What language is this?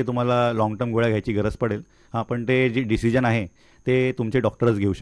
Marathi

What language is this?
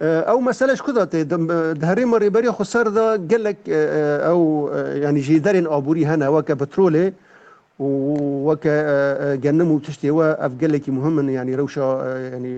Kurdish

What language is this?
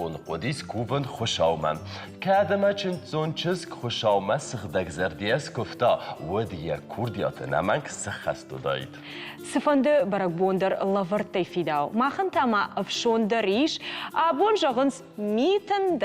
Ossetic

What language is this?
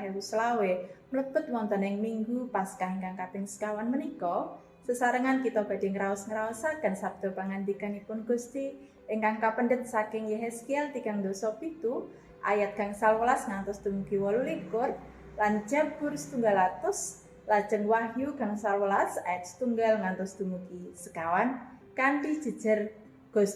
Javanese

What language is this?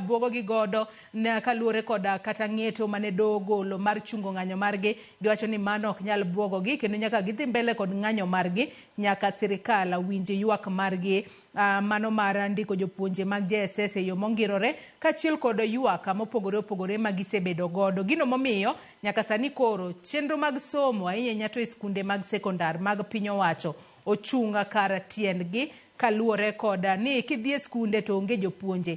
Luo (Kenya and Tanzania)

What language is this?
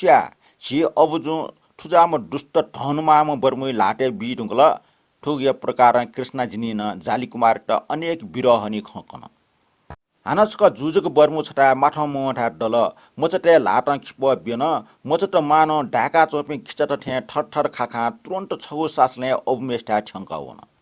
Newari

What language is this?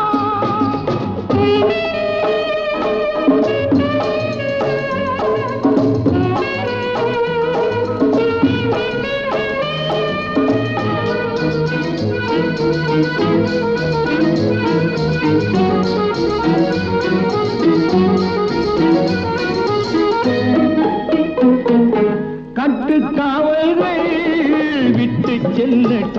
Tamil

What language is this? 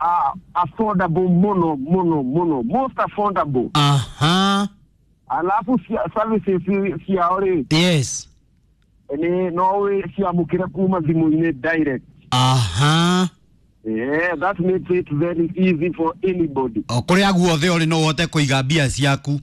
Kikuyu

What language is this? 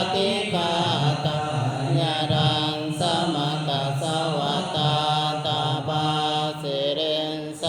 Pali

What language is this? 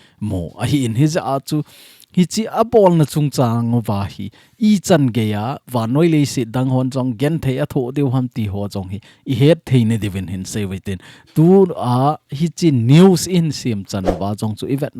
Thado Chin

